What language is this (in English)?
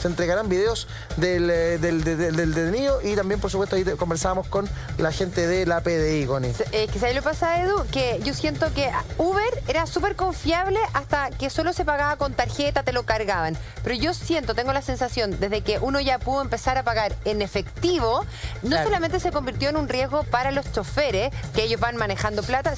Spanish